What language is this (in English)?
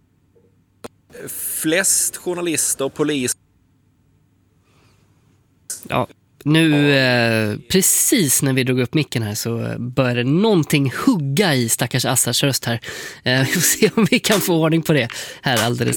Swedish